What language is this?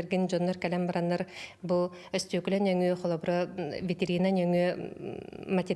Yakut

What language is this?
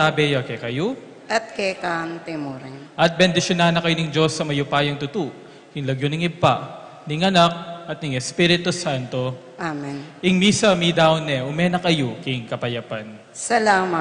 Pampanga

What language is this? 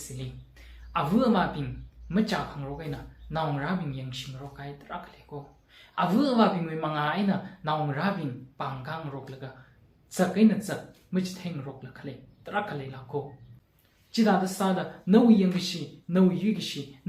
Tangkhul Naga (India)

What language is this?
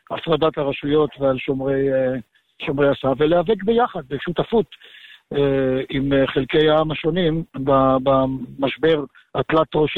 Hebrew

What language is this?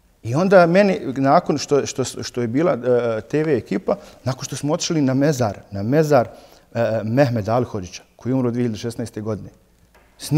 Bosnian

